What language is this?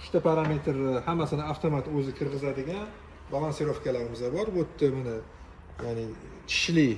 Uzbek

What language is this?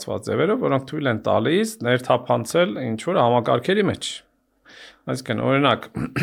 Armenian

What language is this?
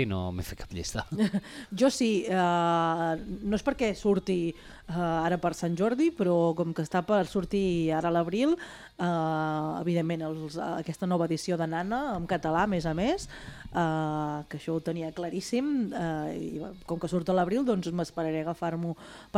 Catalan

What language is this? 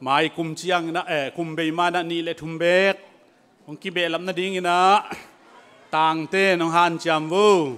Tedim Chin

